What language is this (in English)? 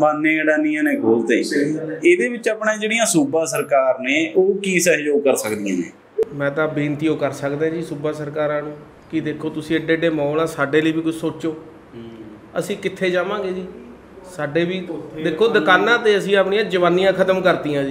Punjabi